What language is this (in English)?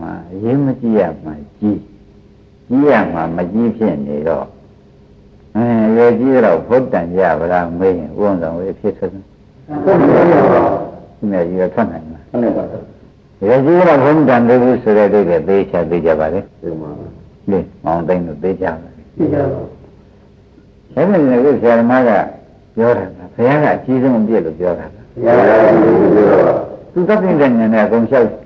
Burmese